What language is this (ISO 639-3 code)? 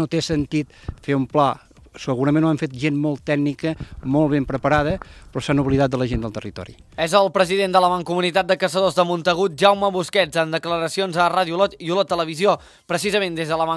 cat